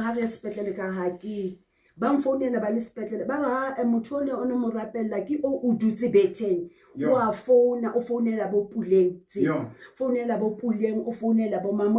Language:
Southern Sotho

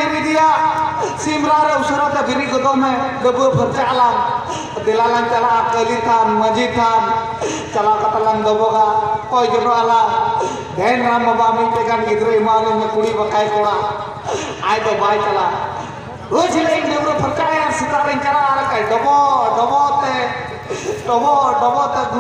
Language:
Santali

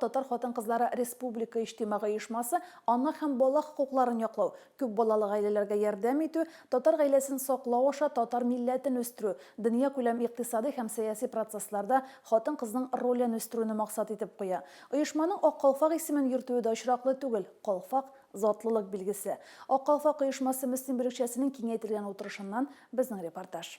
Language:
Tatar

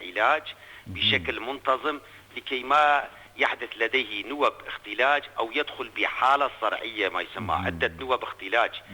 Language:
North Levantine Arabic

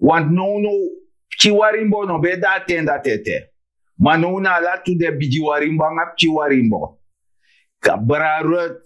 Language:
Sranan Tongo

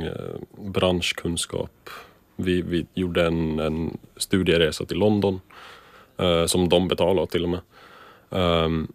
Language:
Swedish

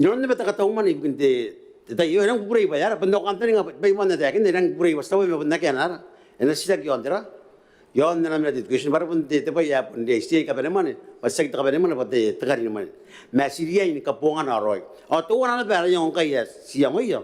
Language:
Gilbertese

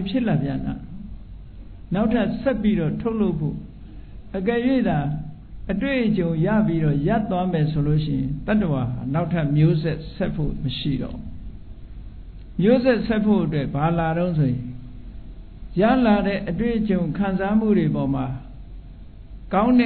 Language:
Burmese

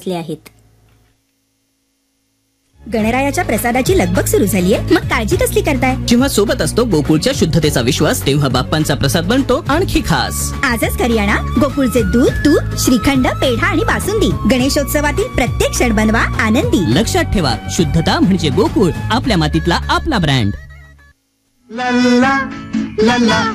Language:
Marathi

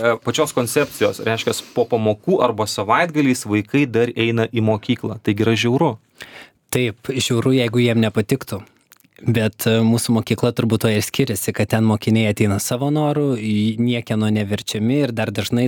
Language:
Lithuanian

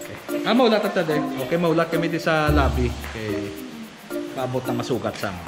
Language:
Hiligaynon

